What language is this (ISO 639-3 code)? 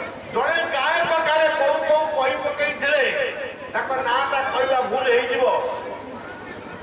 ori